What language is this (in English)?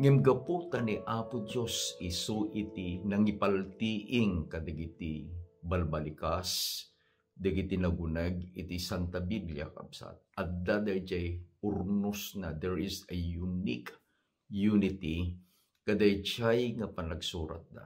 Iloko